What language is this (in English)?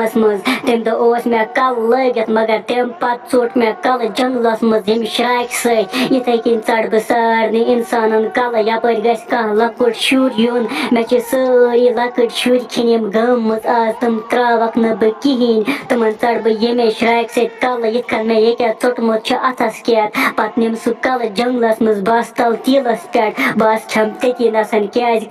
Kashmiri